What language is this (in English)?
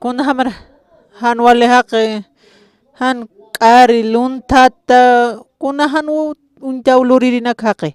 Aymara